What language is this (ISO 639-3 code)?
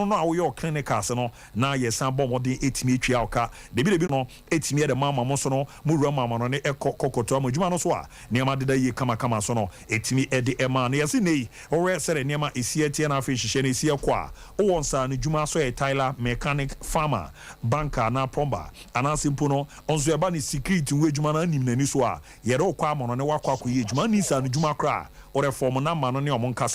aka